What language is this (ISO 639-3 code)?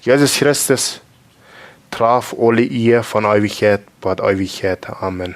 pdt